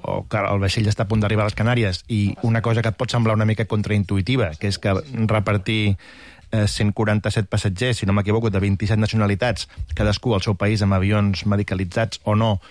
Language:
Catalan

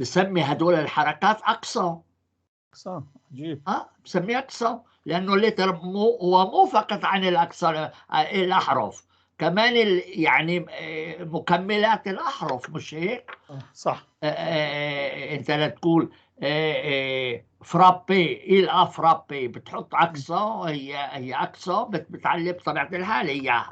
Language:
North Levantine Arabic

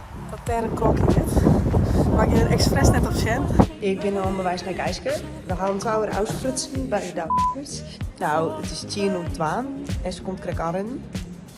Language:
Western Frisian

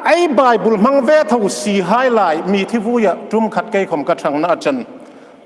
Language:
Hmar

